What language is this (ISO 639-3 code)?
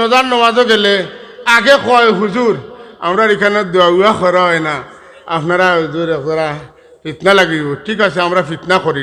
syl